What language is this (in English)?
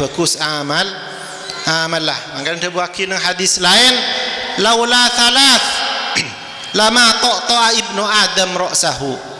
Madurese